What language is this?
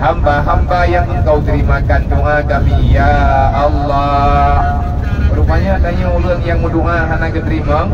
Achinese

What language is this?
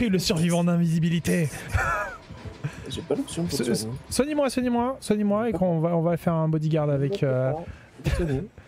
French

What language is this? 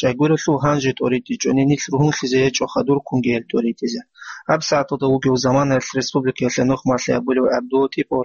Avaric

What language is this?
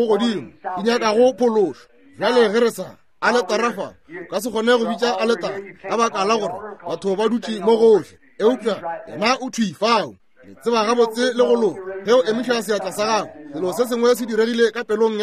Northern Sotho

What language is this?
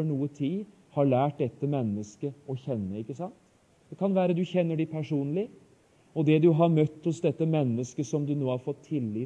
Norwegian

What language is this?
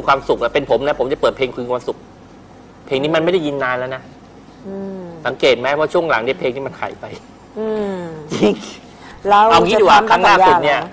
Thai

